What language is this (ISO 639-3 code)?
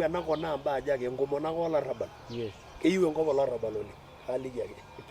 mas